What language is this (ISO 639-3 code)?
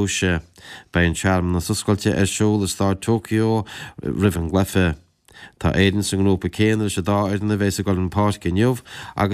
gle